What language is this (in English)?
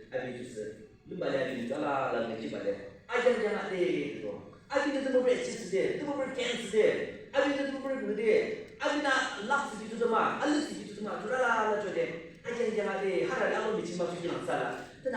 Yimchungru Naga